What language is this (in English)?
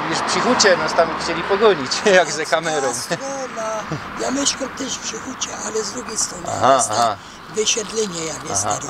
Silesian